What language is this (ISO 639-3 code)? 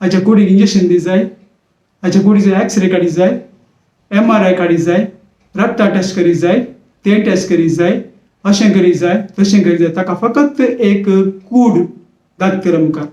kok